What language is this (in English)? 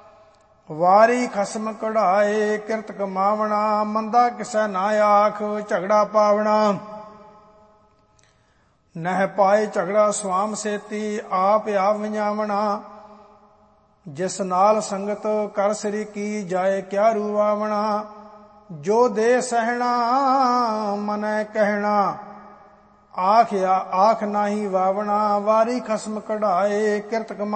Punjabi